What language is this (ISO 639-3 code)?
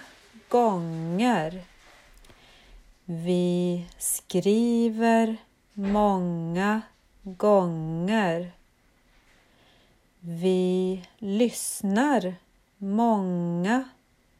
swe